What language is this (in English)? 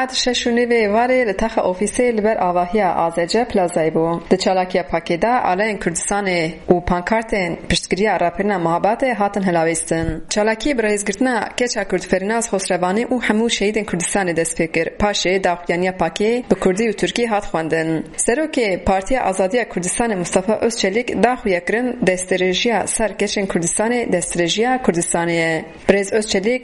Kurdish